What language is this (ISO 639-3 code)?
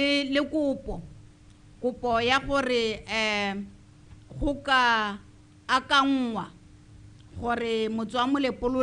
tsn